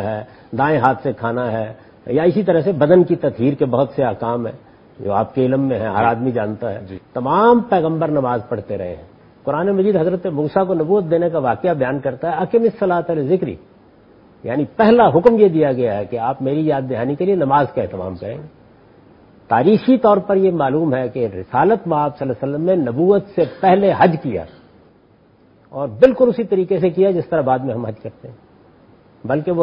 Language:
Urdu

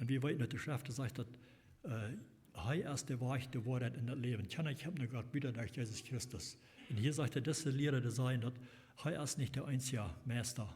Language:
Plautdietsch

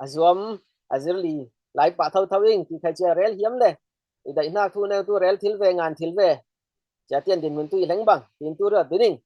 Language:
Falam Chin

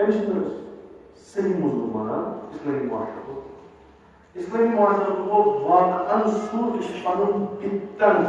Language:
Kashmiri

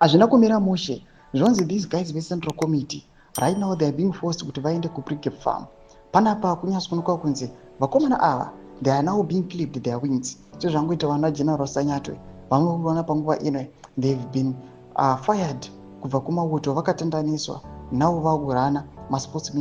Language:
Shona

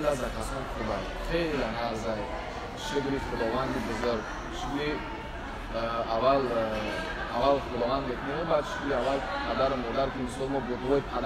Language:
Tajik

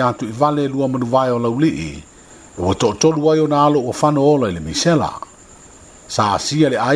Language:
Samoan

